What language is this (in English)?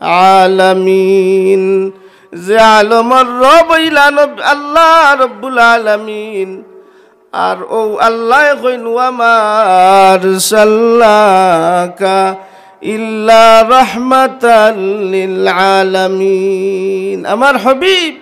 Sylheti